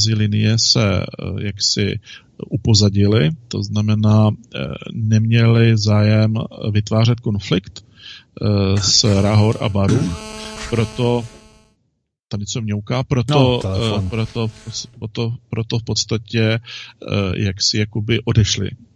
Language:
Czech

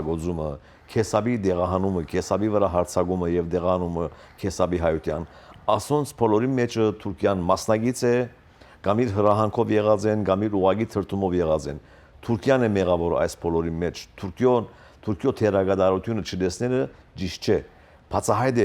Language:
Western Armenian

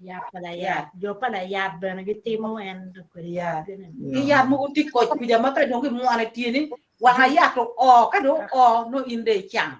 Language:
Acoli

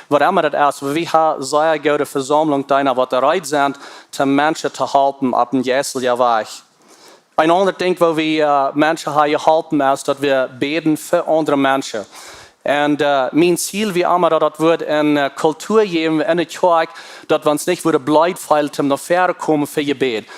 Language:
Plautdietsch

